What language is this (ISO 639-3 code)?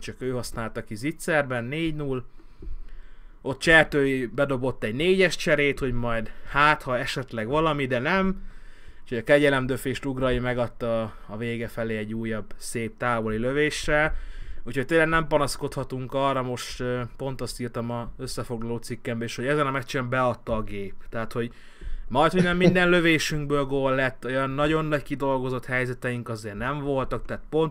hun